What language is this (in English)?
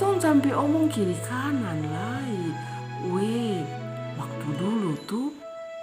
Kupang Malay